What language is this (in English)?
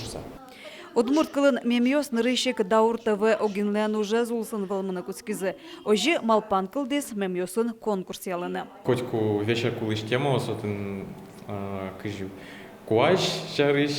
Udmurt